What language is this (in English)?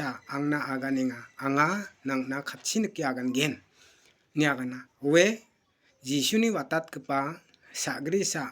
Garo